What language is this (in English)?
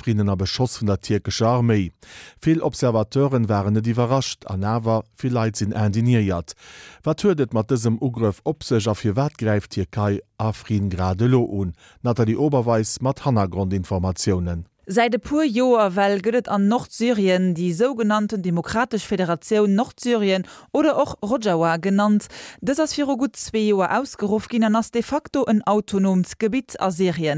Luxembourgish